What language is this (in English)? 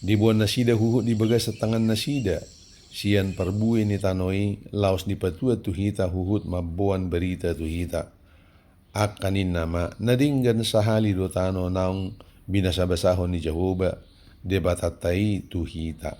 Batak Toba